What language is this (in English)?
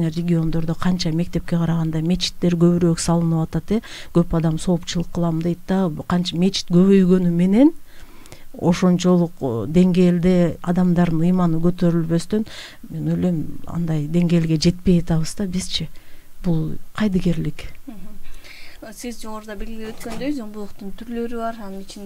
Kyrgyz